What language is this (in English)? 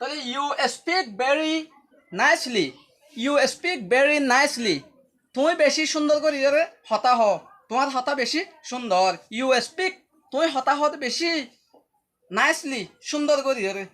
Rohingya